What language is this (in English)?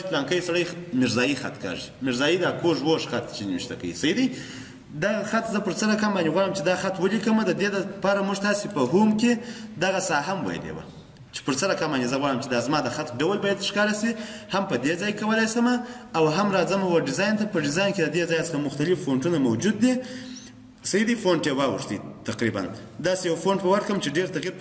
Pashto